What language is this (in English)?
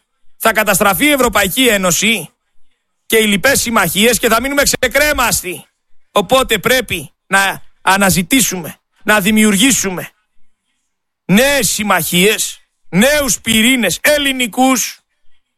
Greek